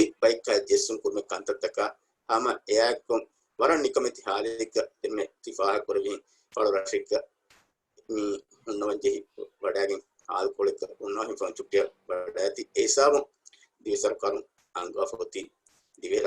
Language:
Divehi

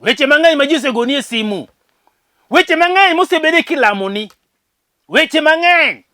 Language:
Luo (Kenya and Tanzania)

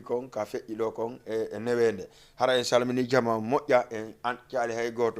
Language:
Fula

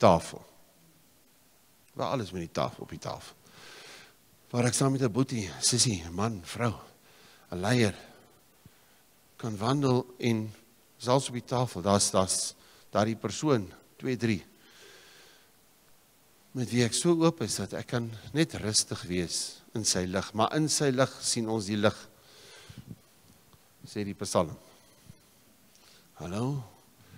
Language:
Afrikaans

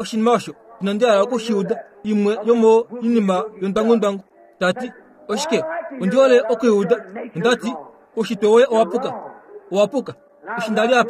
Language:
Kuanyama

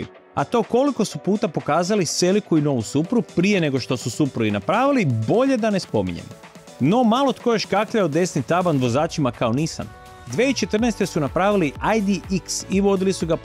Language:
Croatian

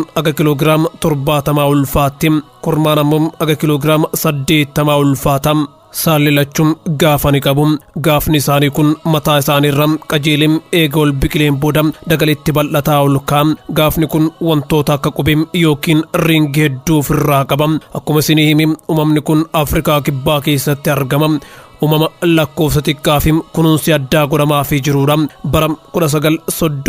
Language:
Oromo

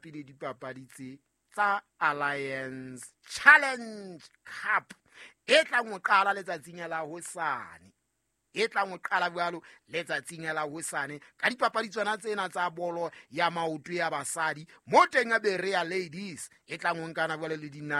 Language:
Southern Sotho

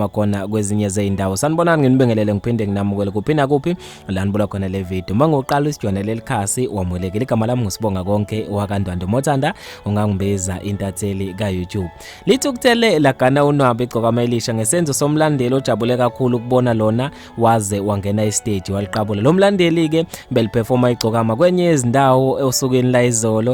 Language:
Zulu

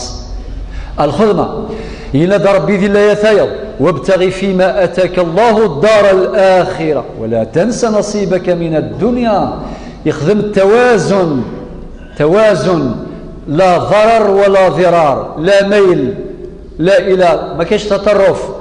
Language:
Kabyle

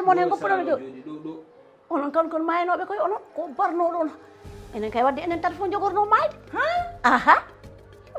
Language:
Fula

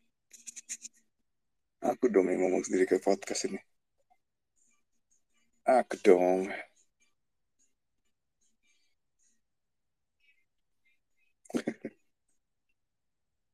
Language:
Indonesian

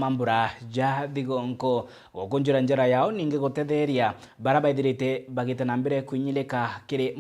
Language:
Meru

